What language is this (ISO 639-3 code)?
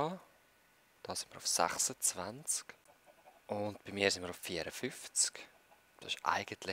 gsw